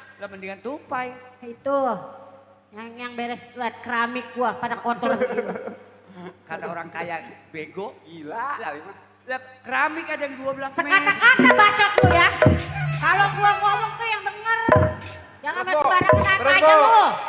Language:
Betawi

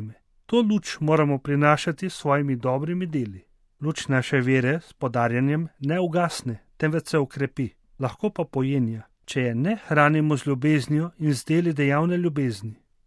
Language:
Slovenian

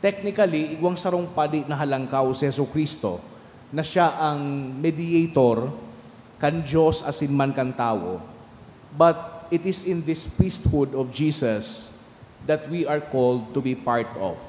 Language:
Bikol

